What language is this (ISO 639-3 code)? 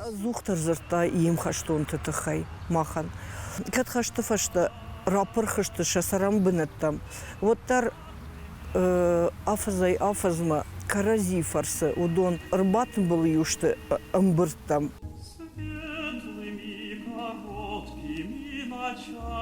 oss